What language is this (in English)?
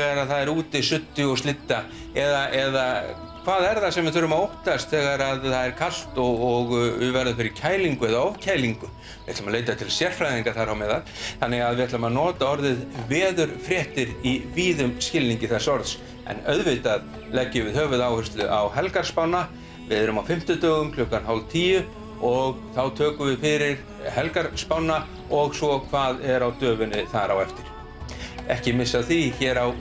Icelandic